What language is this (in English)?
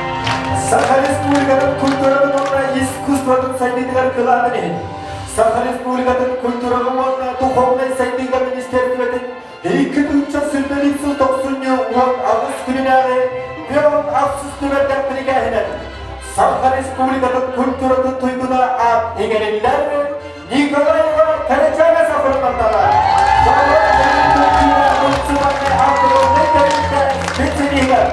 Yakut